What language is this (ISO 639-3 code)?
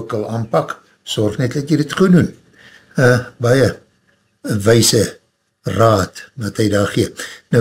afr